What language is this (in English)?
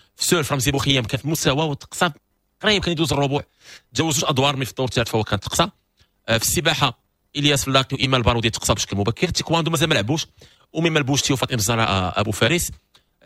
Moroccan Arabic